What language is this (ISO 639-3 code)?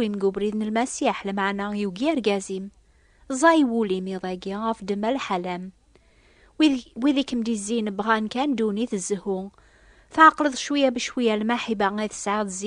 kab